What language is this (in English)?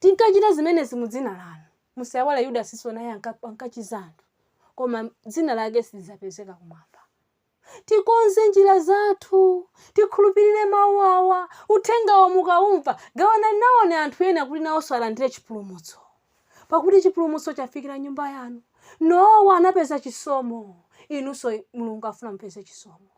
Nyanja